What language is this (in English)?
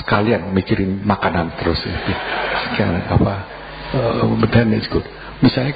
Indonesian